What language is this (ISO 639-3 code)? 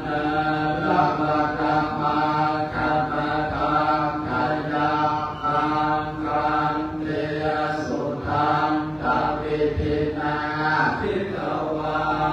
pli